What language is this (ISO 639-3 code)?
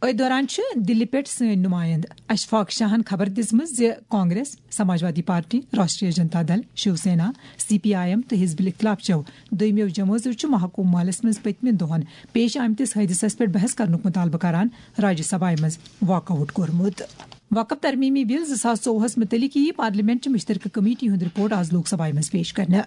kas